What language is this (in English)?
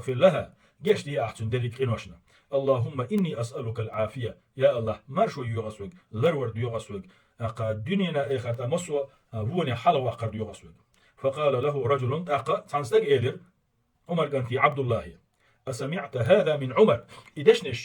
Chechen